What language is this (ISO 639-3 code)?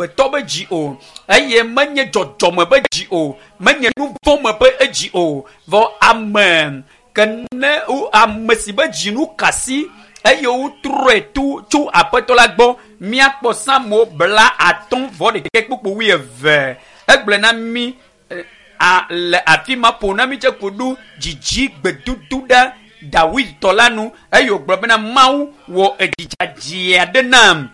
ewe